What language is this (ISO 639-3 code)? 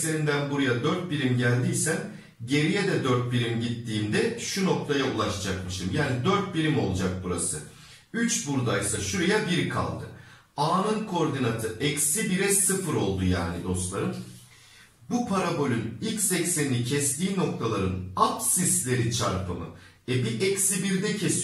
tur